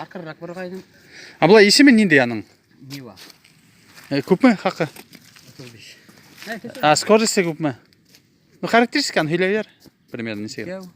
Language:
Bashkir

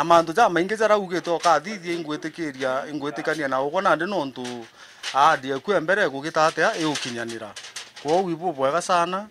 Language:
Meru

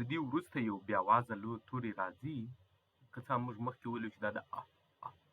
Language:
Pashto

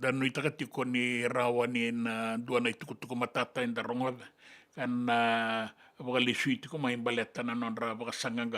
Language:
Fijian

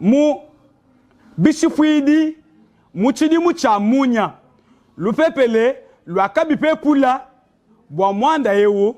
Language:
Luba-Lulua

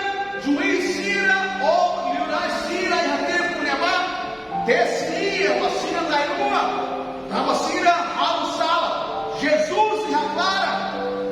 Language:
Tetum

